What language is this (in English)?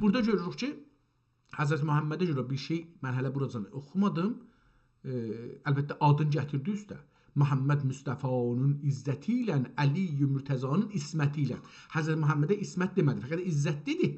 South Azerbaijani